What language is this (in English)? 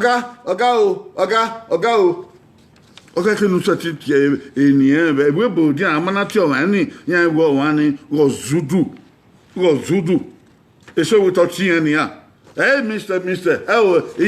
Bini